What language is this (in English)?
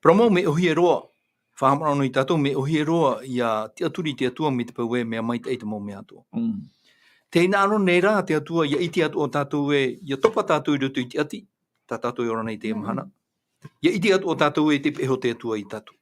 Tahitian